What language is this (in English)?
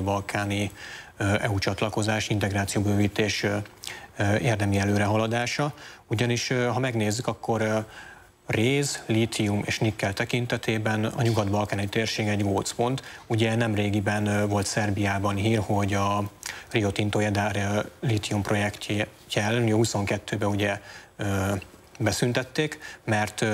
Hungarian